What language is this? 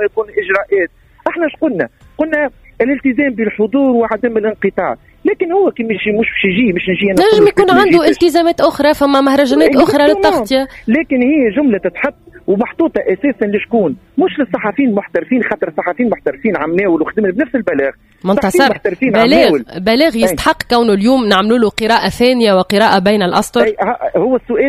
Tunisian Arabic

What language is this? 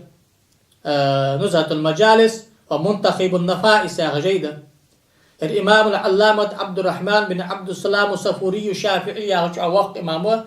Ingush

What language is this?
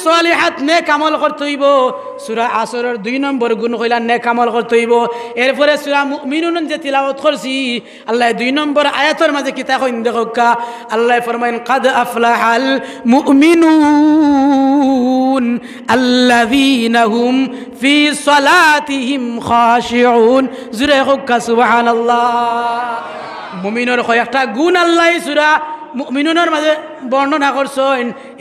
Sylheti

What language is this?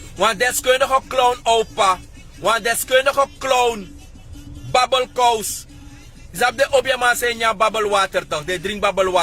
Sranan Tongo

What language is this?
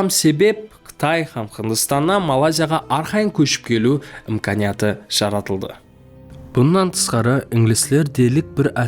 Kara-Kalpak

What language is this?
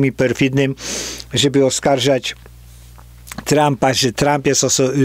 Polish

